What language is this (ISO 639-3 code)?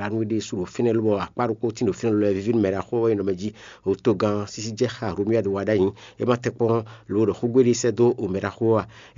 fon